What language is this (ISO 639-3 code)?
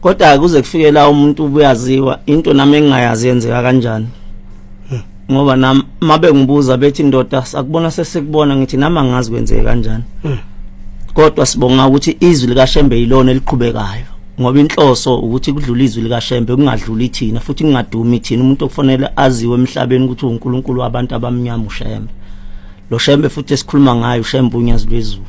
zul